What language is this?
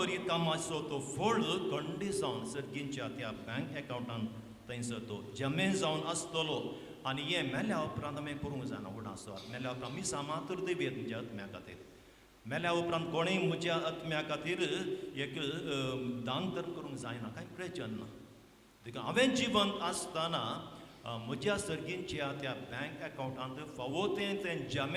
Konkani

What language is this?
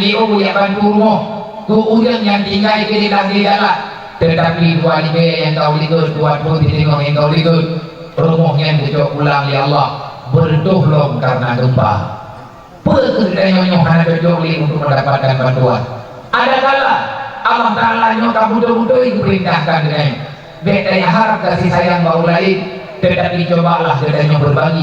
Achinese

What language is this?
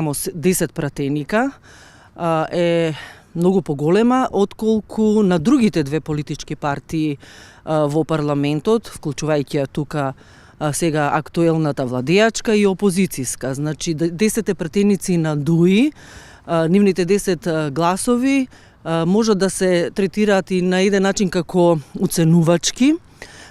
Macedonian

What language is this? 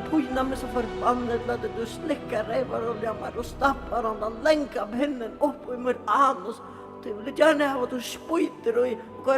Faroese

